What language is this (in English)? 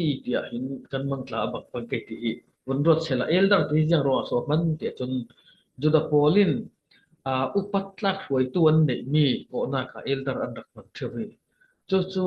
Falam Chin